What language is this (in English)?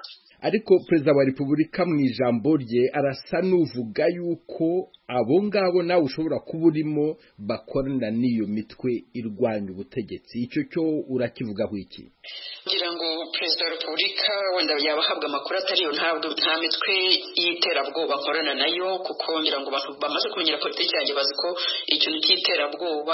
Kinyarwanda